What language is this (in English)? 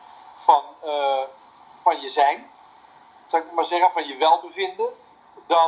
Dutch